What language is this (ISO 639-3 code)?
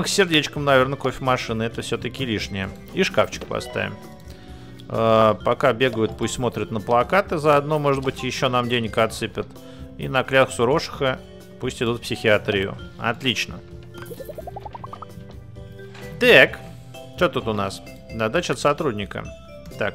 rus